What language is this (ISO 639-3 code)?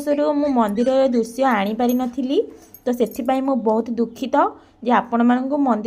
ori